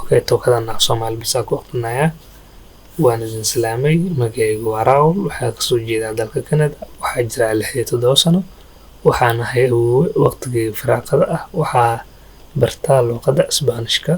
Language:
Somali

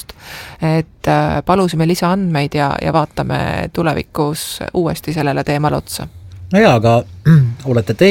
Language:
Estonian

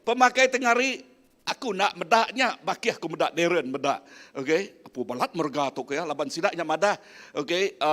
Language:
Iban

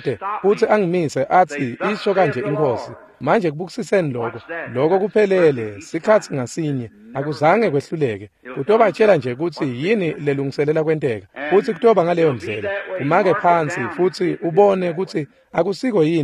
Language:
Swati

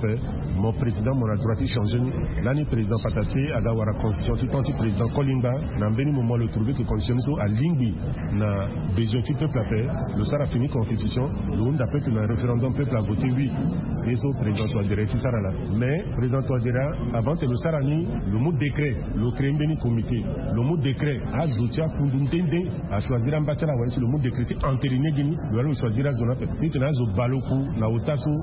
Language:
Sango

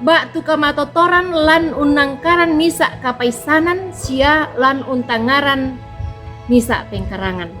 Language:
Toraja-Sa'dan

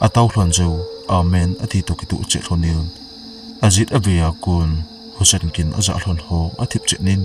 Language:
Thado Chin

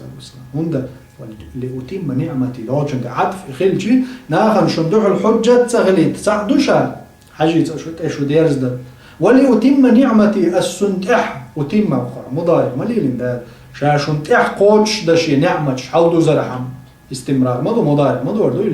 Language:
Chechen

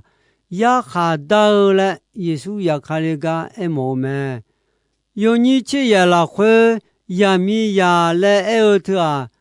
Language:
Akha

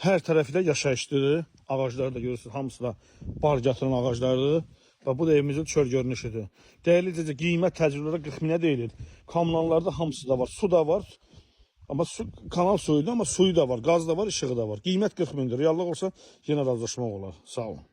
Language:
Azerbaijani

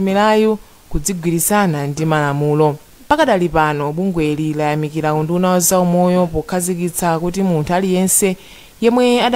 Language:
Nyanja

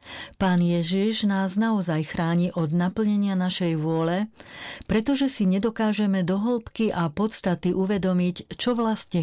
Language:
Slovak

